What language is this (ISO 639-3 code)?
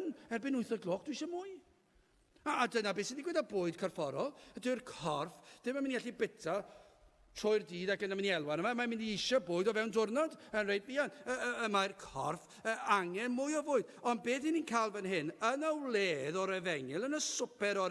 cym